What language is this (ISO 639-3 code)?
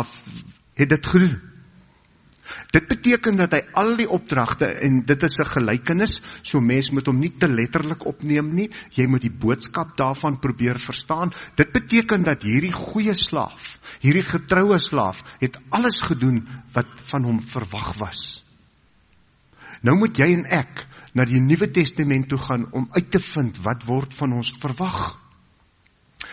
afr